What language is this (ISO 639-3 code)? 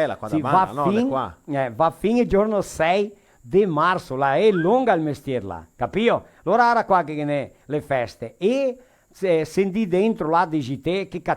vec